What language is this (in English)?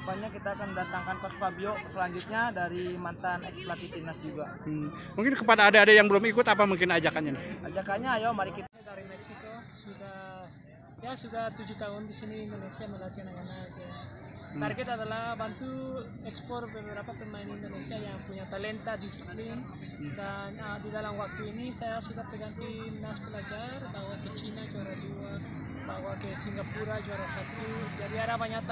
Indonesian